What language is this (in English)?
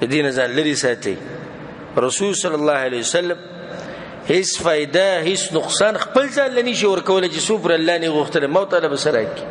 Pashto